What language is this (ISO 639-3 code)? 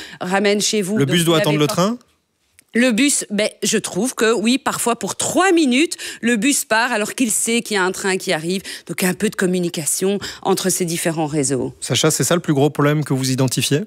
fra